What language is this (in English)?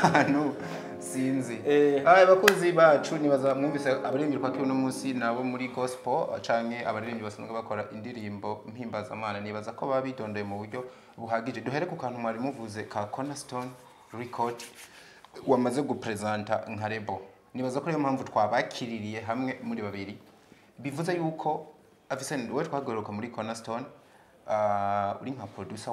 Rundi